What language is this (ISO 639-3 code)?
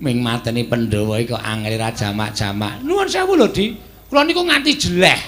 jav